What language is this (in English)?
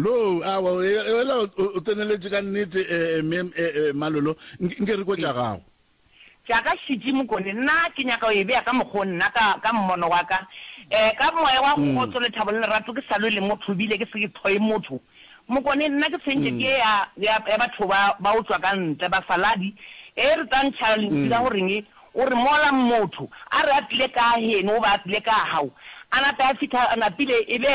Northern Sotho